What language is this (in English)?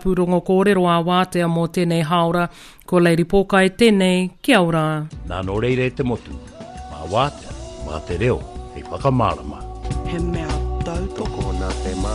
Māori